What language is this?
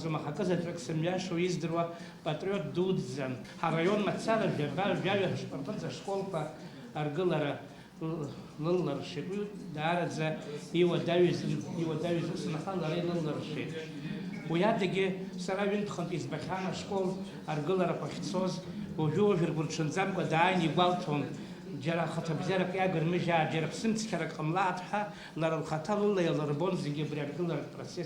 Abkhazian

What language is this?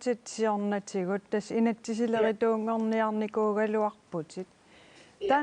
Kalaallisut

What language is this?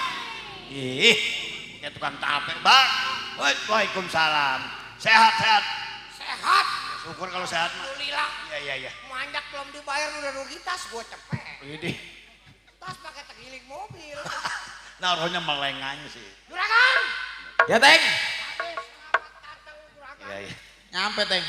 Betawi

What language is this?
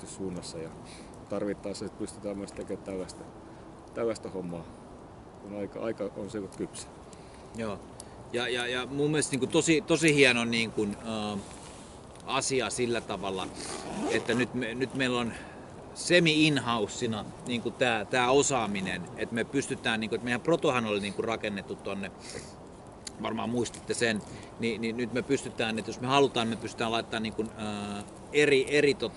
Finnish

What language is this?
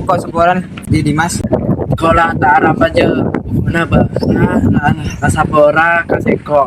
Madurese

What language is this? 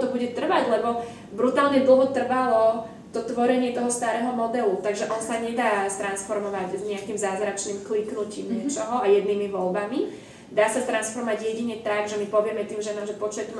Slovak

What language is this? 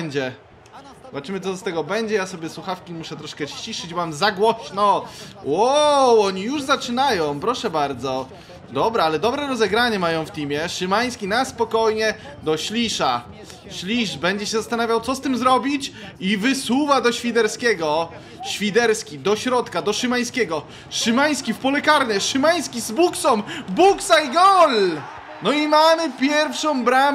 Polish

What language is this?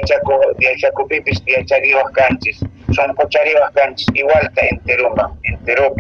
Quechua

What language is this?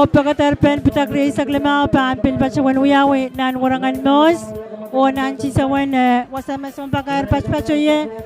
Pohnpeian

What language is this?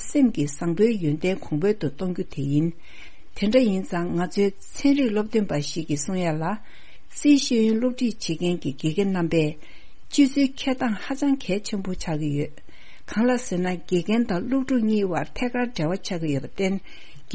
Tibetan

